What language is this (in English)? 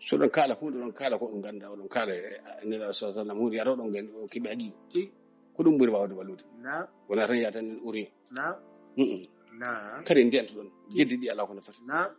Fula